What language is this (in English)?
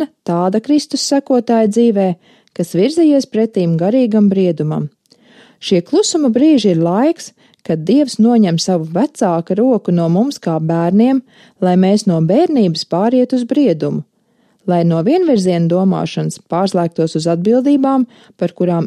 Latvian